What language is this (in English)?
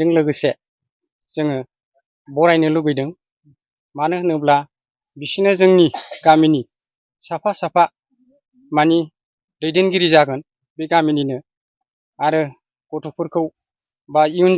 Bodo